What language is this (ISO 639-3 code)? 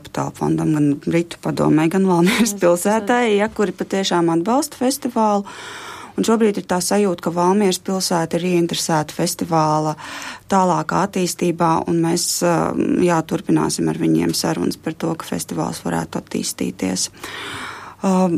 lav